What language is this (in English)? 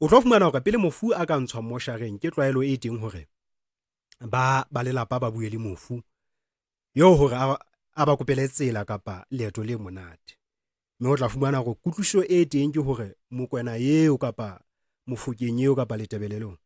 Southern Sotho